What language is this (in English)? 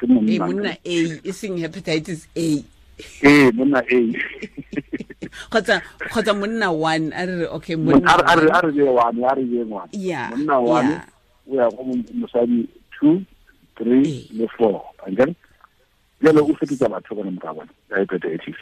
Tswana